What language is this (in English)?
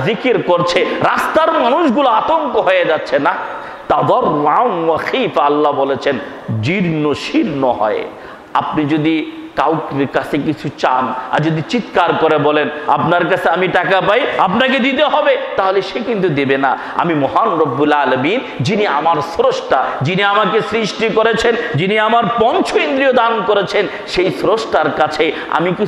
Bangla